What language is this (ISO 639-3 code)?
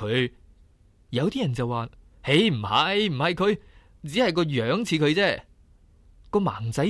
yue